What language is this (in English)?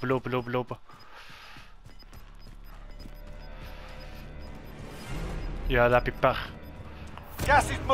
Dutch